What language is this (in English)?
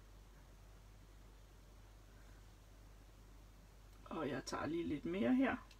Danish